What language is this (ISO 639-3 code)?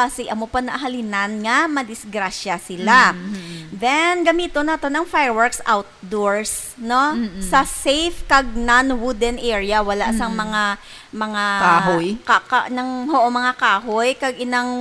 hil